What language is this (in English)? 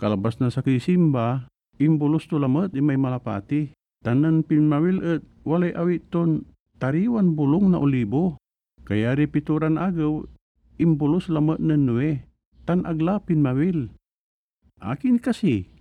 Pangasinan